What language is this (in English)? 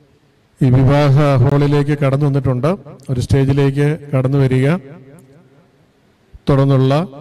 Malayalam